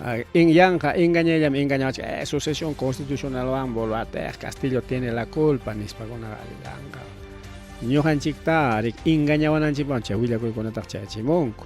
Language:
Ayacucho Quechua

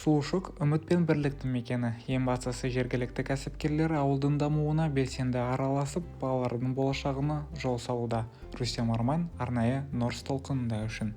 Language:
Kazakh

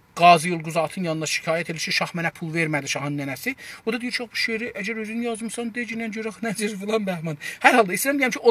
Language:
South Azerbaijani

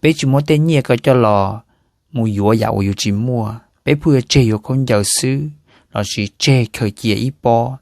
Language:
Hmong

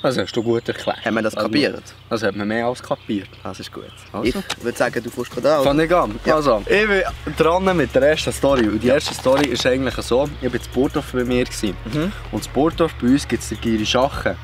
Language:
Swiss German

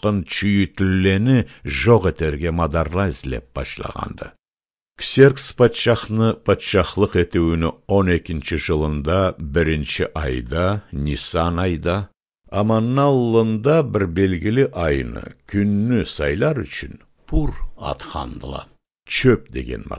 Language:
Karachay-Balkar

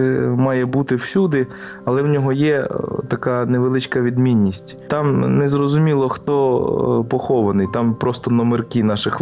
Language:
Ukrainian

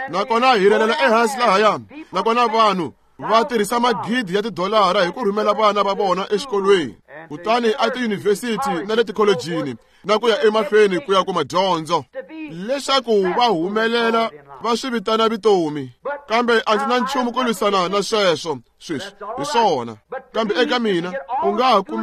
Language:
Tsonga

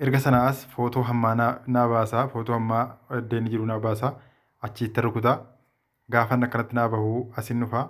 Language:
Oromo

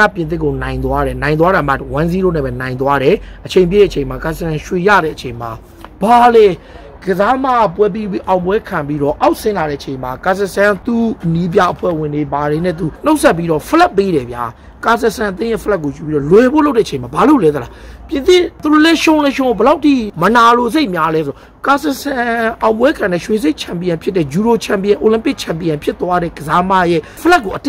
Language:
Burmese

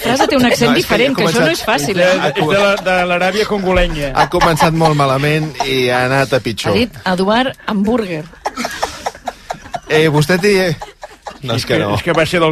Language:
Catalan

